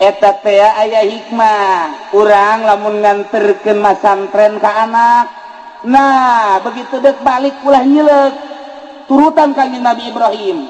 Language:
Sundanese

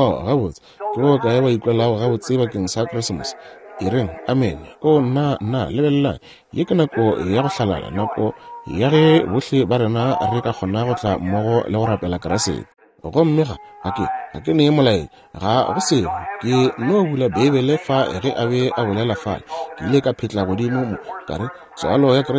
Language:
Northern Sotho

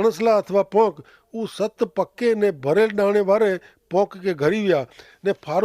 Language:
Kachhi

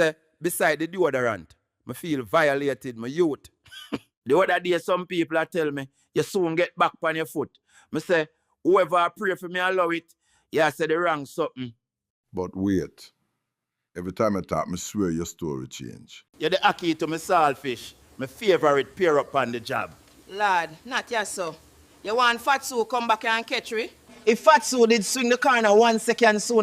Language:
Jamaican Creole English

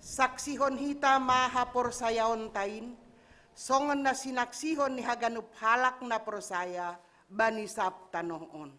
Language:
Batak Simalungun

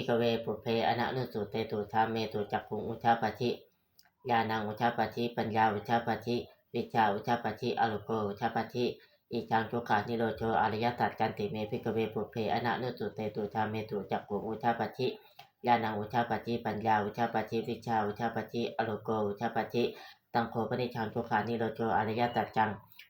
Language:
Pali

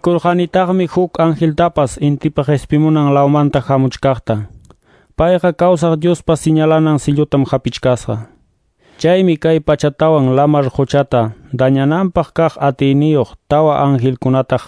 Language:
Quechua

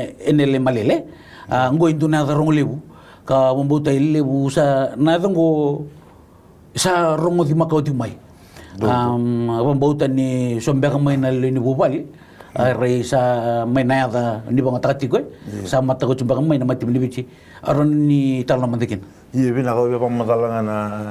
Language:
Fijian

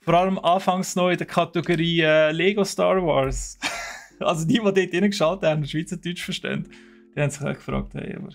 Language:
Swiss German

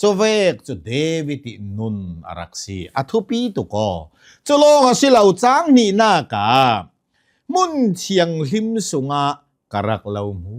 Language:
Hakha Chin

